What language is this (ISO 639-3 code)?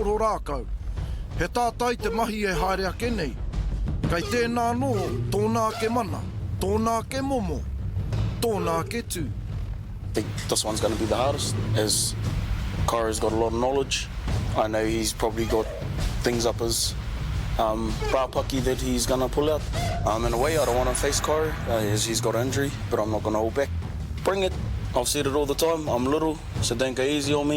mri